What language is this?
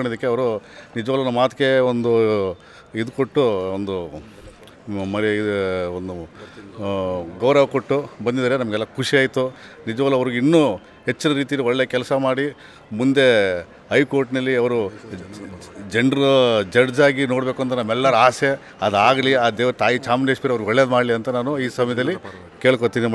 Kannada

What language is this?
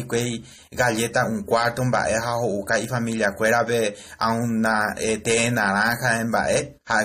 Guarani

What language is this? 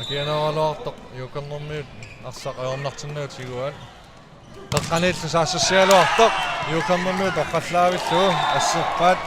Kalaallisut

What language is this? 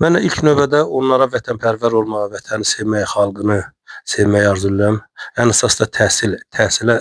Azerbaijani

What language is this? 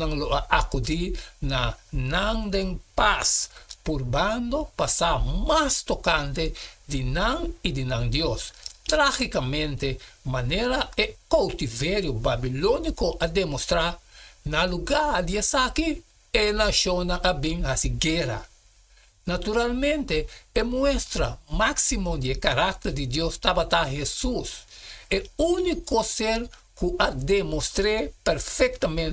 Papiamento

